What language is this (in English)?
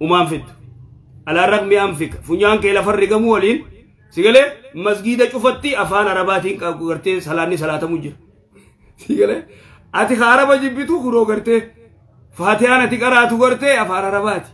Oromo